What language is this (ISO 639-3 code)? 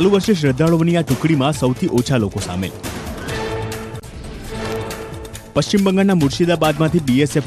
guj